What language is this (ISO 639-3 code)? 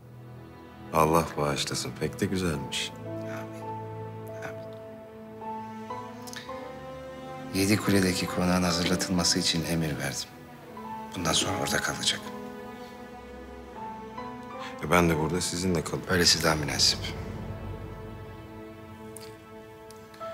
tur